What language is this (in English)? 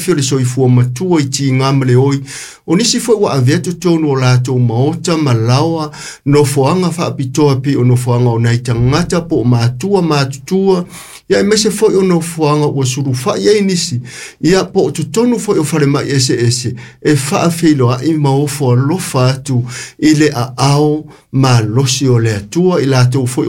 Samoan